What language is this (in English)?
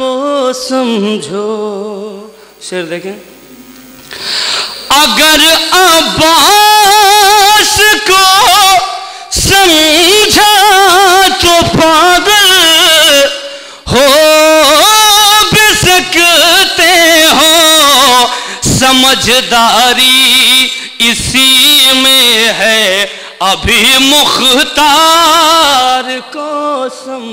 Urdu